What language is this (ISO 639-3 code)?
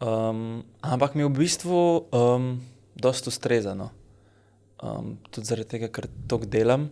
slv